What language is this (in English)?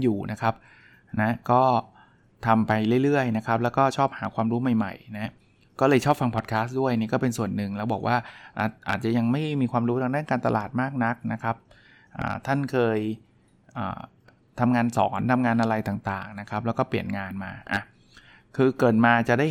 Thai